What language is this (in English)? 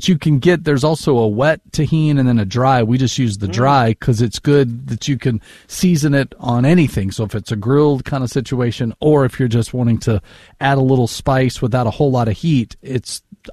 English